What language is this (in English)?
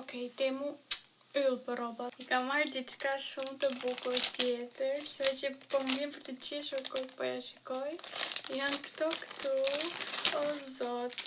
Albanian